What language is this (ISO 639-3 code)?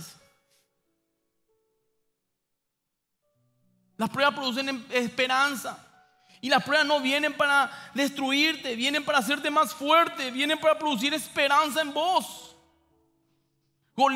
spa